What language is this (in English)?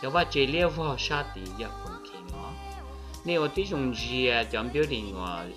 Hmong